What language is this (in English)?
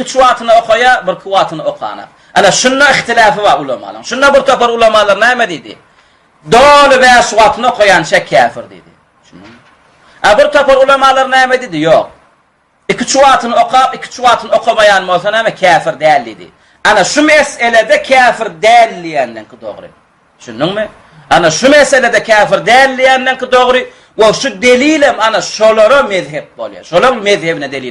Turkmen